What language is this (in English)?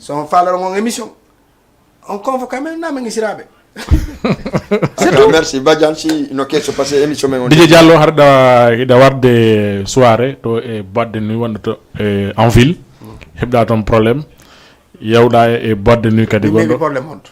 Fula